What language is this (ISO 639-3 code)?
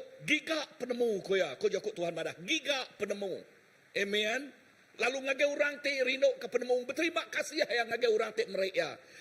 iba